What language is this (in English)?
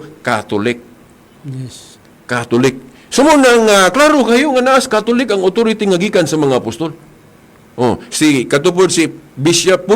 Cebuano